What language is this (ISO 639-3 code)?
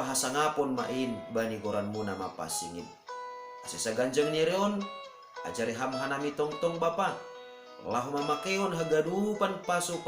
bts